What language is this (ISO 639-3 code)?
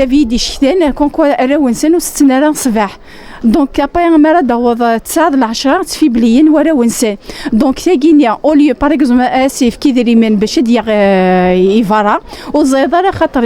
kab